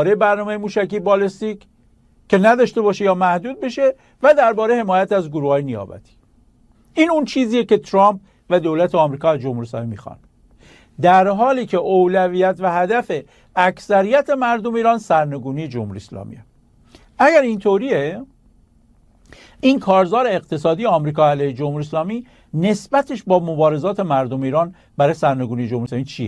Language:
Persian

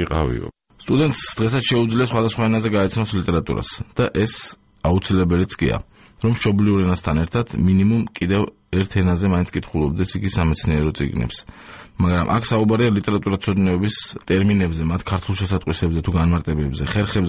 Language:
Georgian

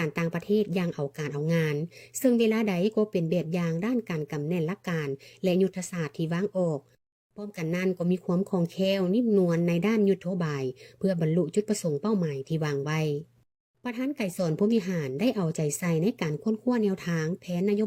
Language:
Lao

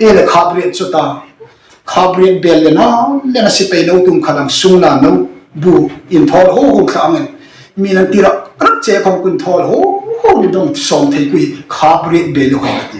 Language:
Hmar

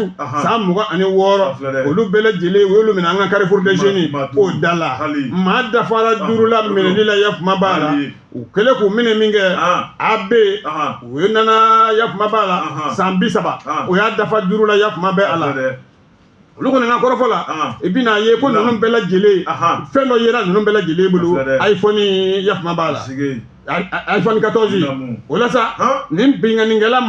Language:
Bambara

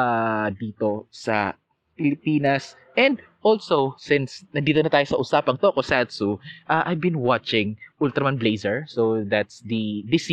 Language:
Filipino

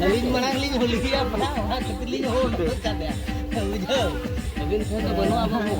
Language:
Santali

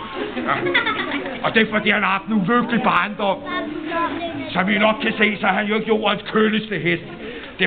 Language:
Danish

